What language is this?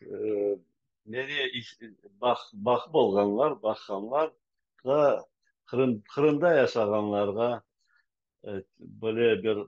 Crimean Tatar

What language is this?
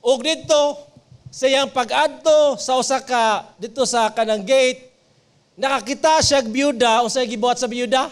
Cebuano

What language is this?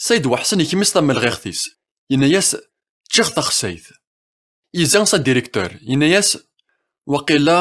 Kabyle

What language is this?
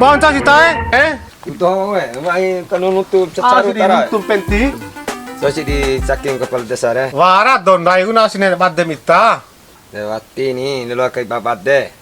Bima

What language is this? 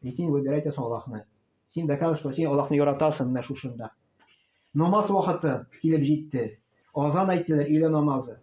Tatar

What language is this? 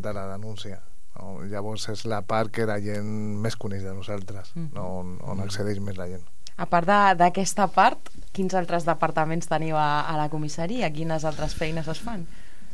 Catalan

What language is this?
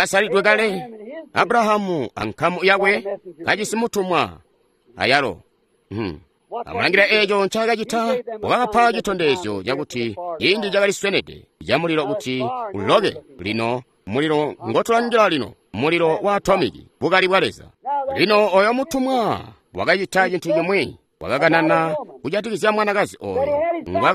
Tonga (Zambia)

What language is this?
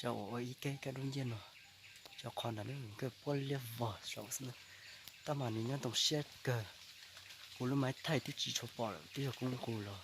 Hmong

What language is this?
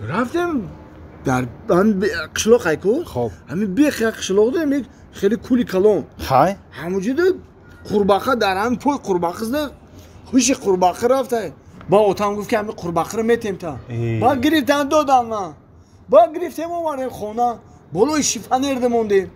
Tajik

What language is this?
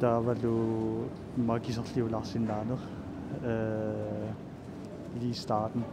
Kalaallisut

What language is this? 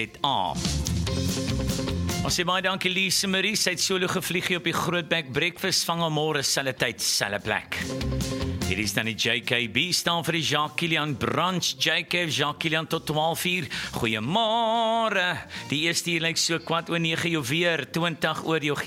Afrikaans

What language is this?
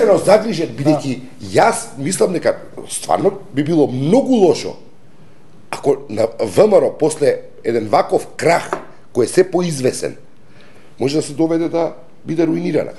Macedonian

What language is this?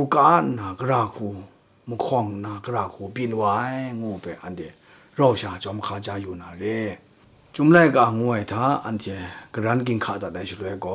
Kachin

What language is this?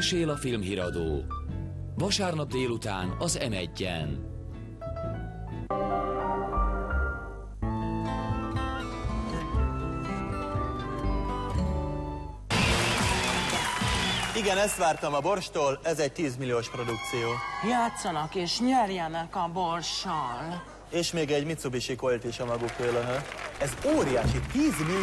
Hungarian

